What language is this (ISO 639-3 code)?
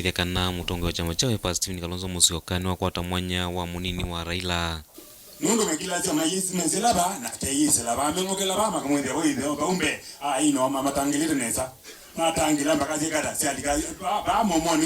kam